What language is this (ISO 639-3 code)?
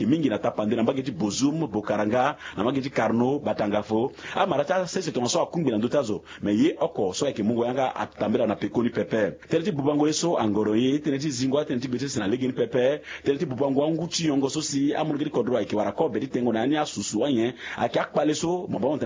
sag